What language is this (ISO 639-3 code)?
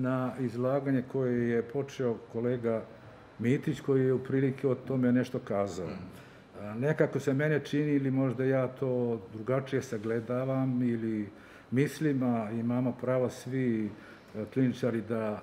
srp